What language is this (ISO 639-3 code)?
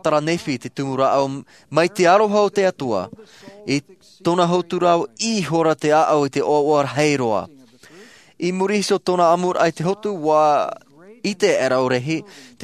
tah